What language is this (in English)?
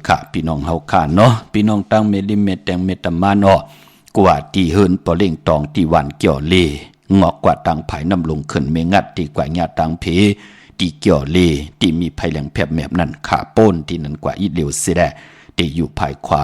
Shan